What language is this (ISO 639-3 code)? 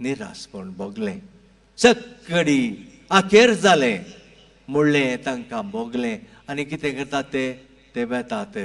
kok